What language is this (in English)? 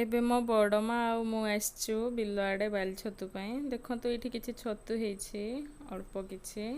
Odia